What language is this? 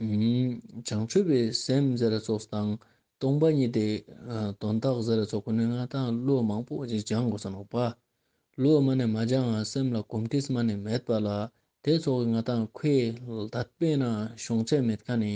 Ladakhi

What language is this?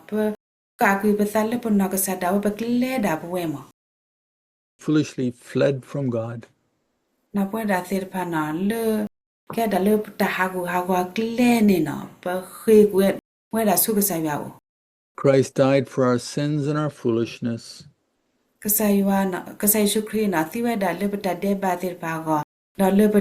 S'gaw Karen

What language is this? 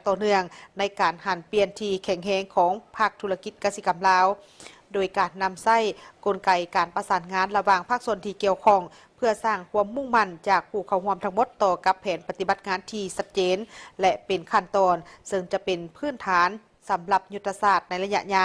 Lao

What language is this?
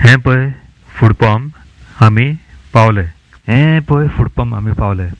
Konkani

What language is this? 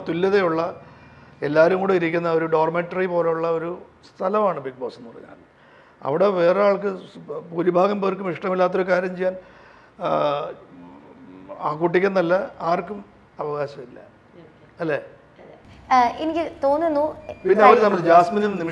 Malayalam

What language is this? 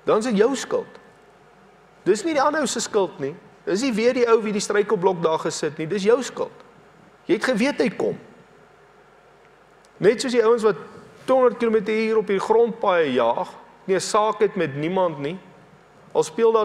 Afrikaans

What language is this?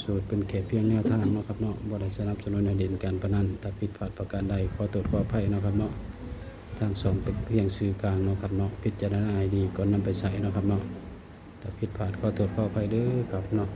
Northeastern Thai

